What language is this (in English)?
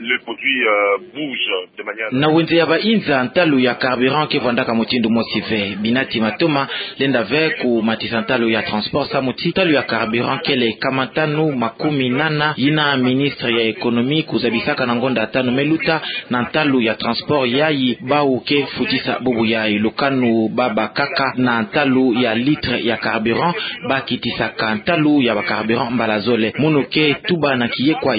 Kituba (Democratic Republic of Congo)